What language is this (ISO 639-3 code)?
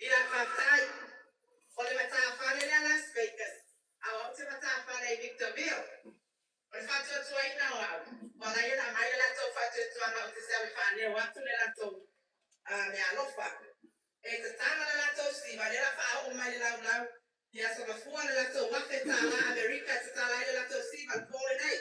smo